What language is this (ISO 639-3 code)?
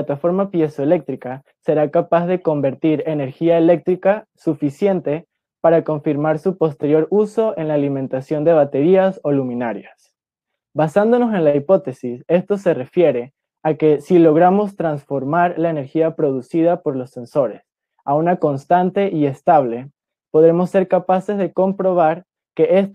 spa